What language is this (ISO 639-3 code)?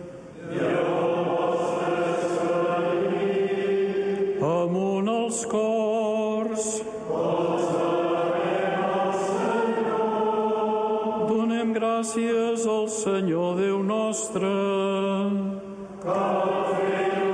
cat